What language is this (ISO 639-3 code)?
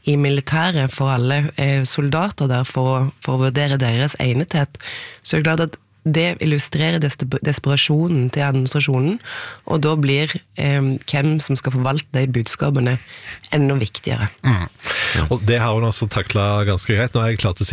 nor